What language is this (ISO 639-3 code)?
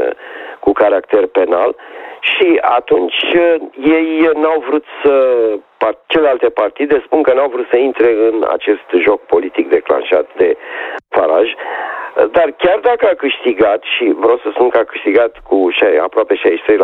ron